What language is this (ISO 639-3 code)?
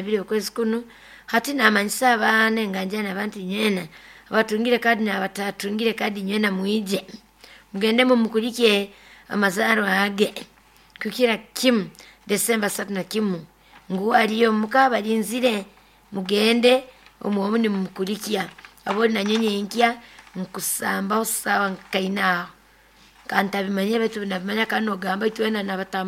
nyo